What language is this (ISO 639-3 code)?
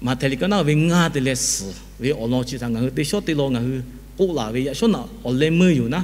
lhu